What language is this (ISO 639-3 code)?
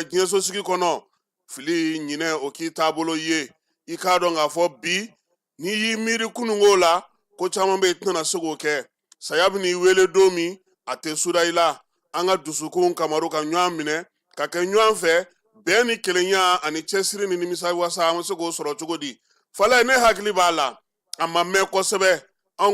bam